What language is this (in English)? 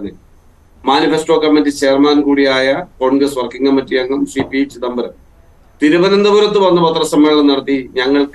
Malayalam